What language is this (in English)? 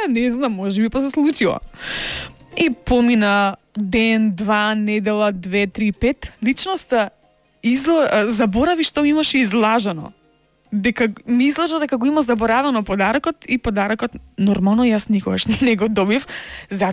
Macedonian